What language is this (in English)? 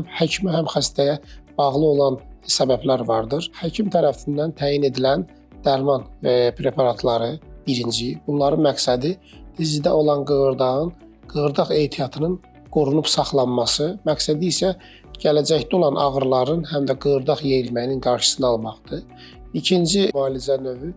Azerbaijani